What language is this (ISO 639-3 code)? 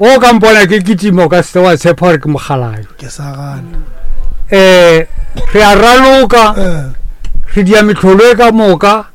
nso